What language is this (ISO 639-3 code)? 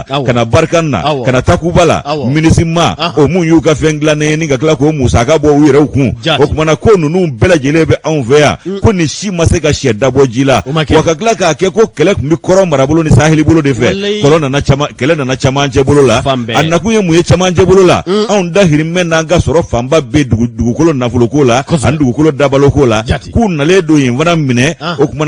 bam